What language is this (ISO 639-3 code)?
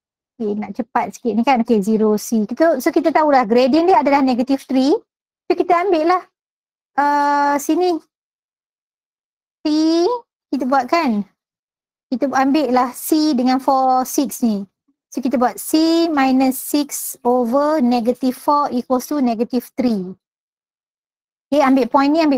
msa